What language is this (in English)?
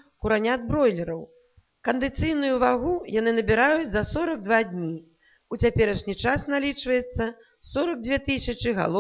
Belarusian